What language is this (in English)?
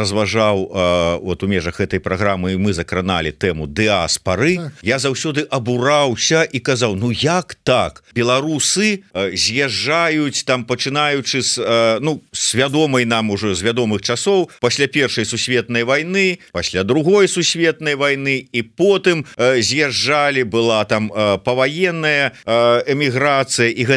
Belarusian